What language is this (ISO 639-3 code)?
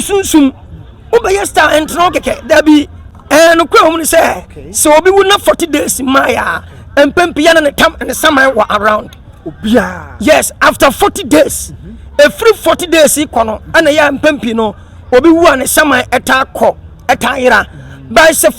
aka